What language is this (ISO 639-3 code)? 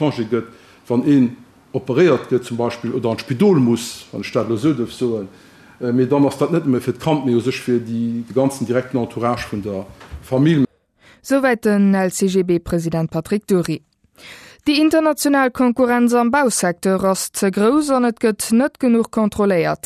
ltz